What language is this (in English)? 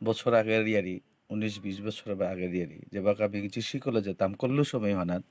Bishnupriya